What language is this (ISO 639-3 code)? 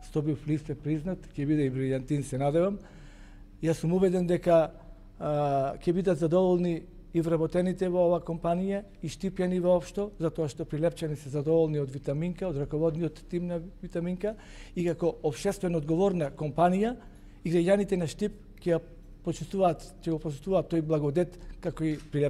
mkd